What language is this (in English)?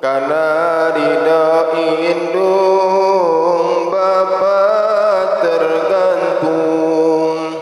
Sundanese